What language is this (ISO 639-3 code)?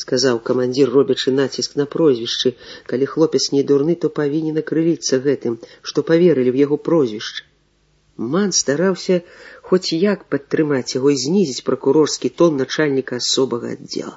bel